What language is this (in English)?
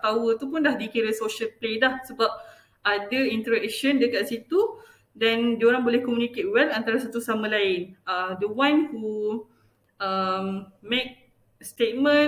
Malay